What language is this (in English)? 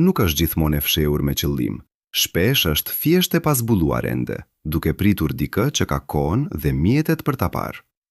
Albanian